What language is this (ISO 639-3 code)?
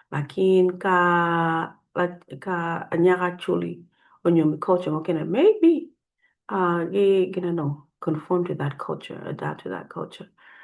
ach